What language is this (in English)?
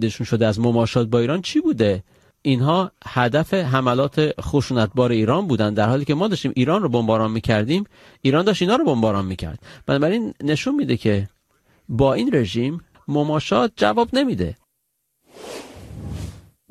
Persian